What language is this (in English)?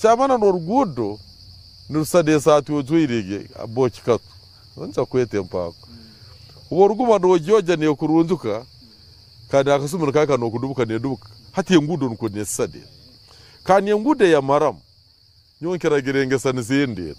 Nyankole